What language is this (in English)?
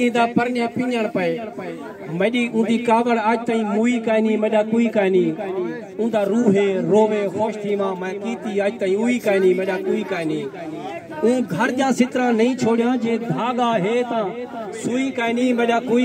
Saraiki